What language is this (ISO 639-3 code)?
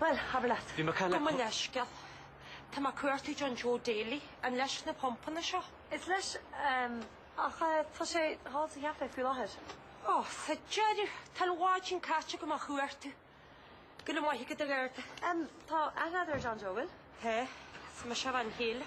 gle